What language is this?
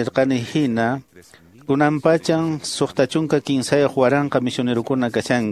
Quechua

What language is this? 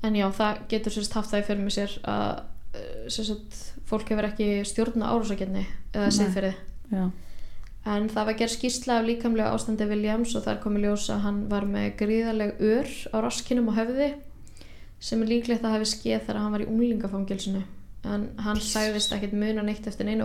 Icelandic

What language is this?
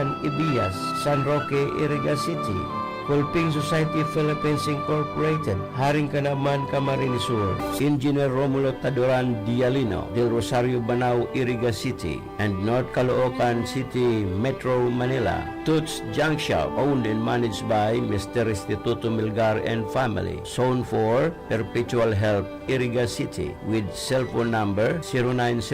Bikol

